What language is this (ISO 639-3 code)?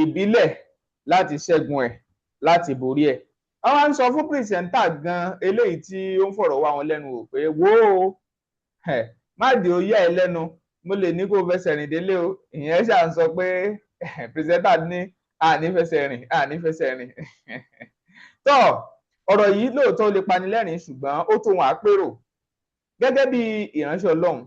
yor